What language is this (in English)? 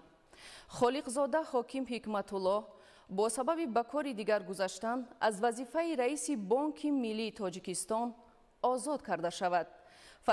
Tajik